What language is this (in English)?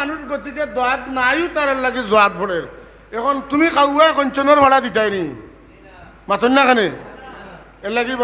Sylheti